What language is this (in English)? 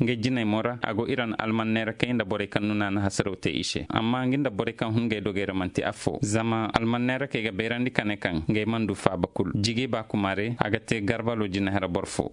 Zarma